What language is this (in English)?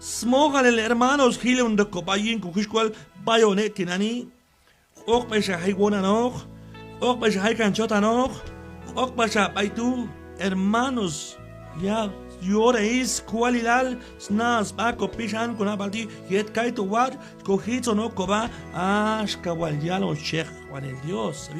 Q'anjob'al